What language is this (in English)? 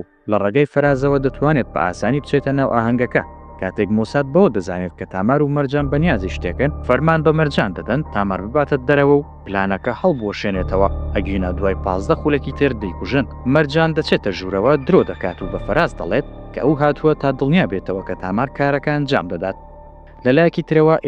Central Kurdish